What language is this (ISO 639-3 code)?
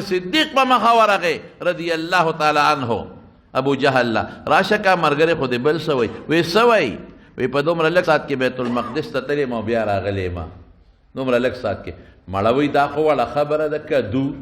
pus